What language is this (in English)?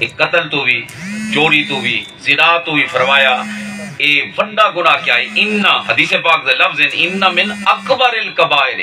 Saraiki